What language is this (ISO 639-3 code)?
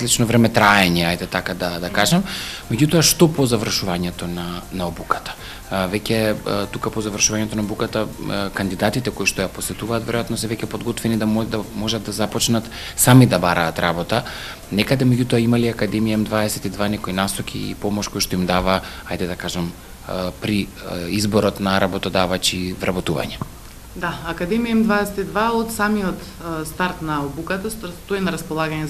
mkd